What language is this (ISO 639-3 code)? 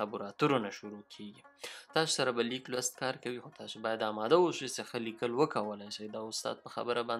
pus